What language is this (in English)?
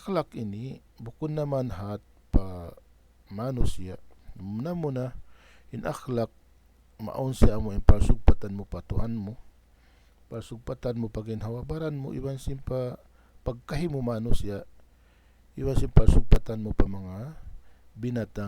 Tausug